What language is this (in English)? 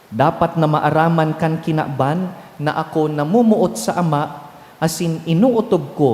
Bikol